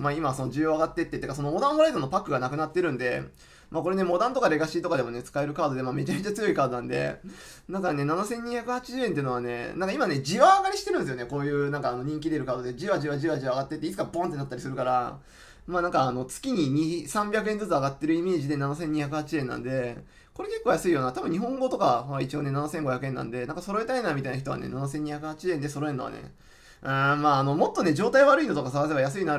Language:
Japanese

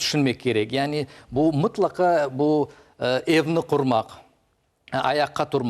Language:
Crimean Tatar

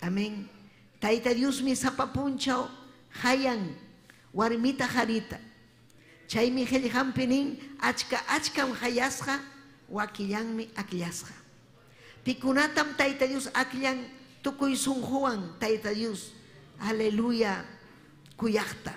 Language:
Ayacucho Quechua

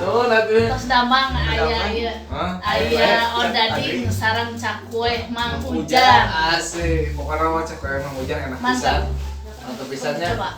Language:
Sundanese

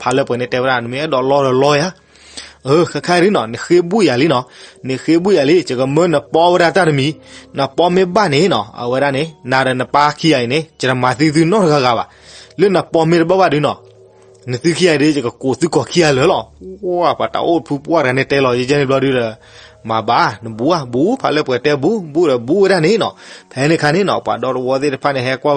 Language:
S'gaw Karen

